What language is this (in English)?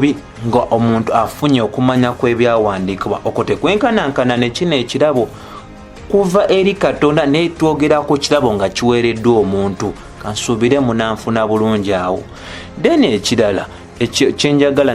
Ganda